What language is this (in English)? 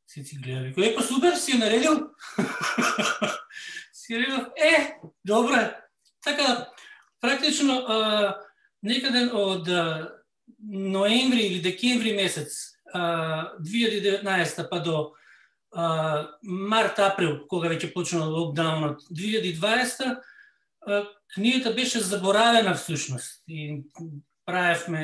Macedonian